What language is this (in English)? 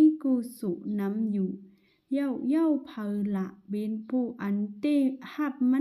Shan